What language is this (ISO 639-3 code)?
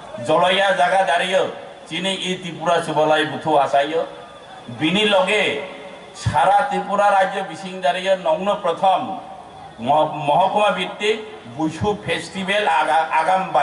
trp